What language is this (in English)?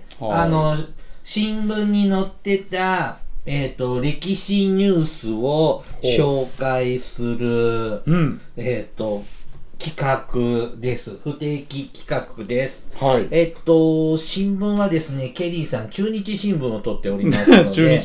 Japanese